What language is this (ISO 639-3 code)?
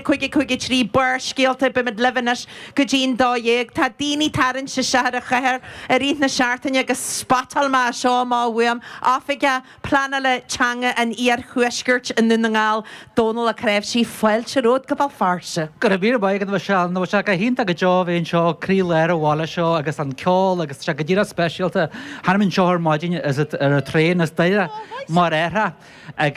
gle